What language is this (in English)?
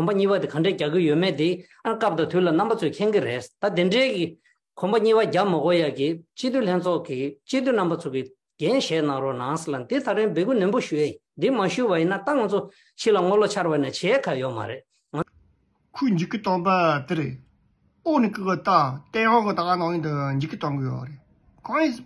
Tibetan